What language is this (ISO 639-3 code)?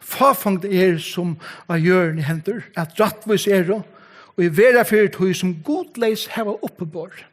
fao